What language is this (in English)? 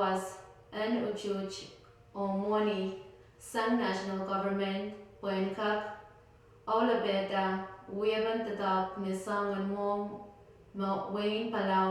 Pohnpeian